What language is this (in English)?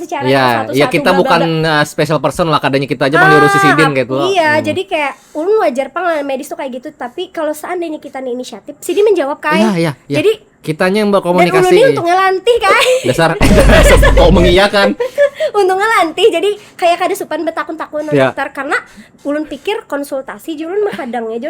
Banjar